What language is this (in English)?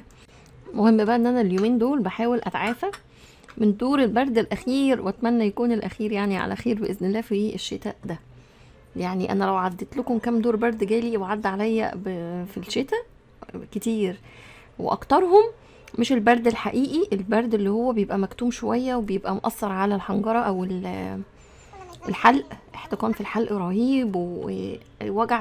Egyptian Arabic